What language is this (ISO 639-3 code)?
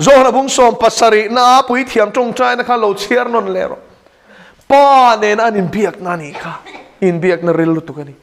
lus